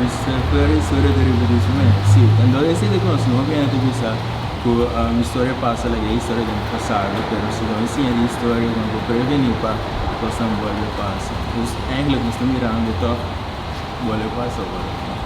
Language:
Papiamento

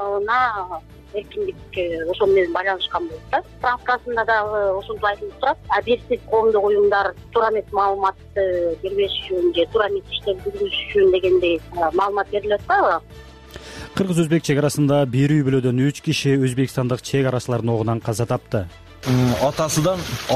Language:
Kyrgyz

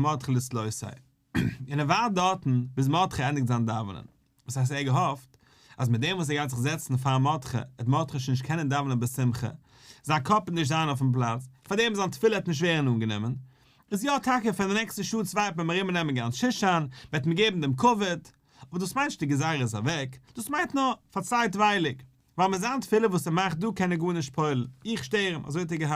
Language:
Yiddish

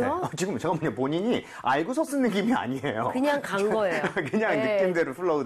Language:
Korean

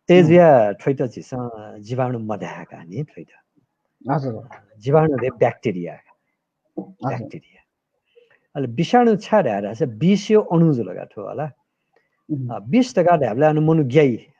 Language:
Newari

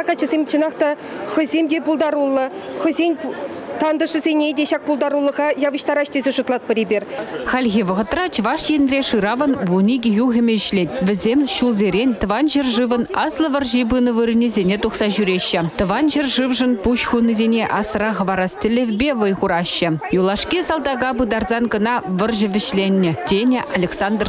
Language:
Chuvash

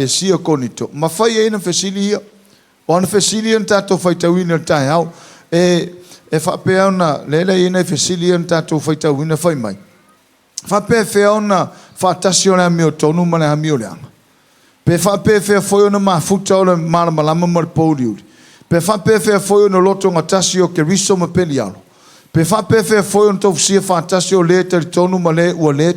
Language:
Samoan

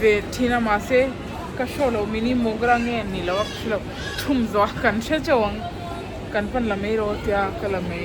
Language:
Mizo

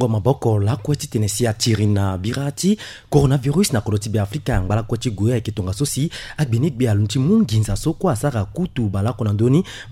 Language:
Sango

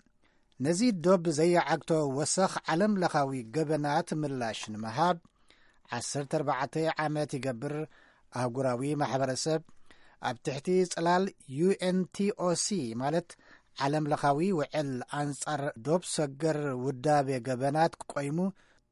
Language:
Tigrinya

